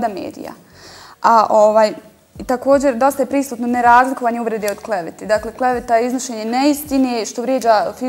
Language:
Bosnian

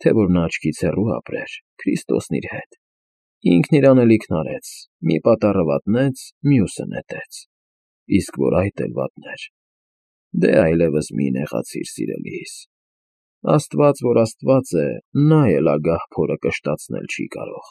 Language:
Armenian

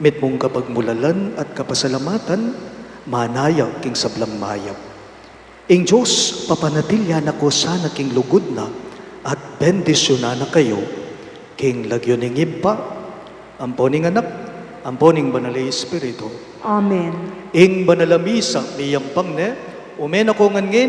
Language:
Pampanga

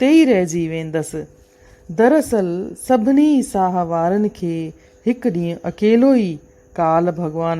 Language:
Sindhi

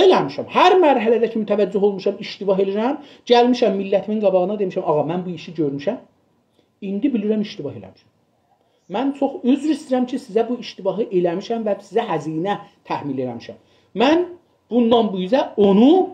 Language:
South Azerbaijani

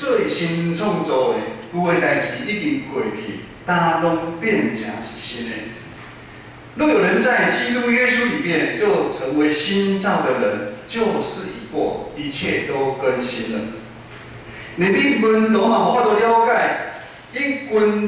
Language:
Min Nan Chinese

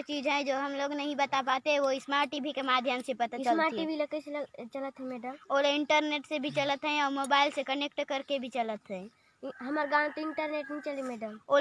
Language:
Chhattisgarhi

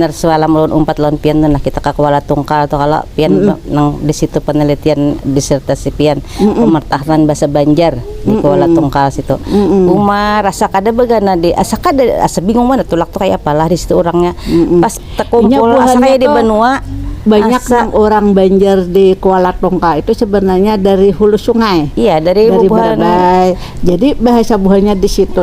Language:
Banjar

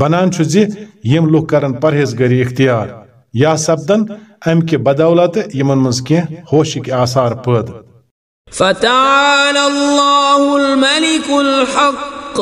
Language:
Kashmiri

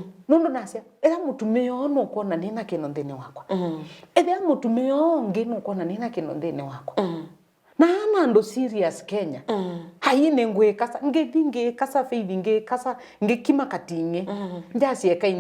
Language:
Kamba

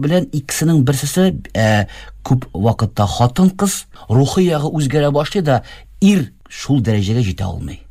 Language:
Tatar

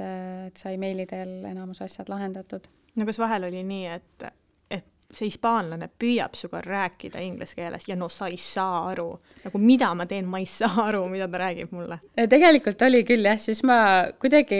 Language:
Estonian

